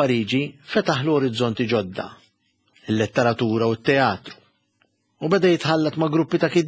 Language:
Maltese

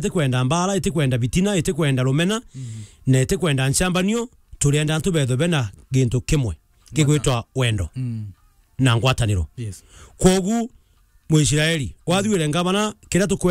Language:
Meru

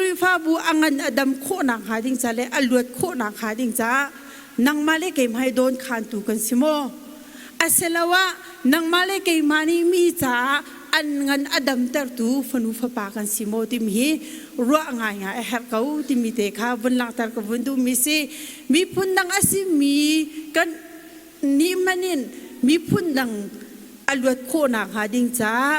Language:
Hakha Chin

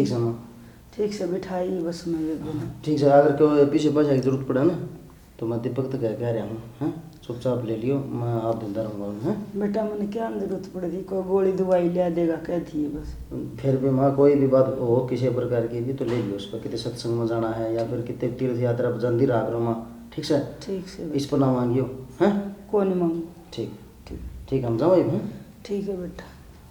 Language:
Haryanvi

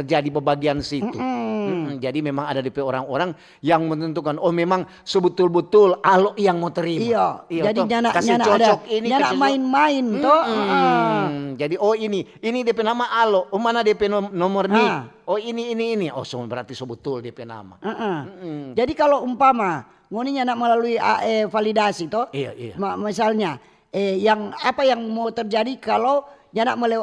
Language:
Manado Malay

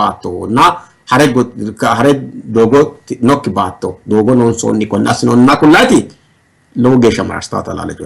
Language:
Sidamo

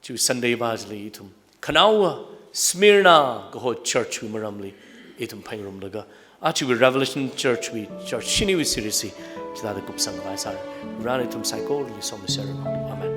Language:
Tangkhul Naga (India)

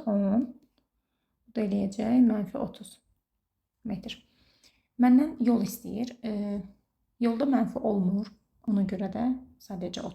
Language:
Azerbaijani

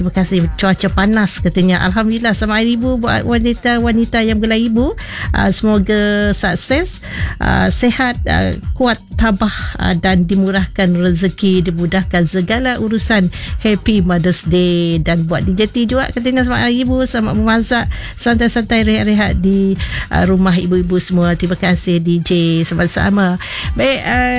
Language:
Malay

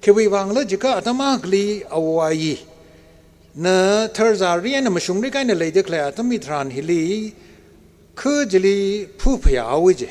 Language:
Tangkhul Naga (India)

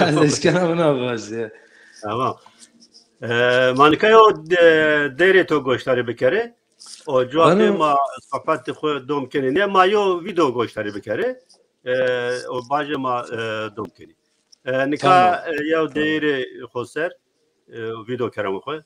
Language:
Zaza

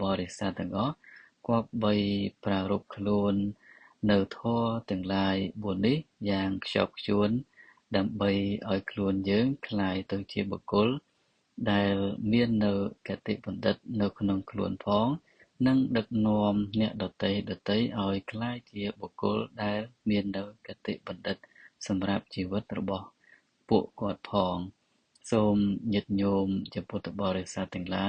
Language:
Khmer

